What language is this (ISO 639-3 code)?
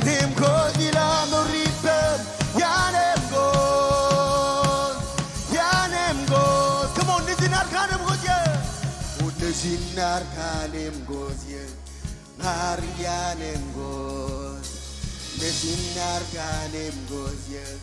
mah